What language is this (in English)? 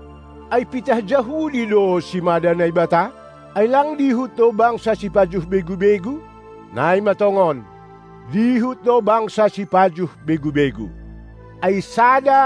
Batak Simalungun